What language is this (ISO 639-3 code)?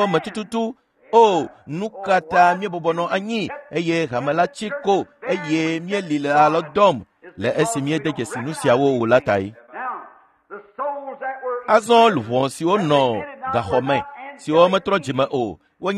ewe